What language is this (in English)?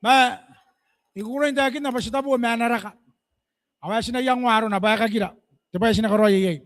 Gilbertese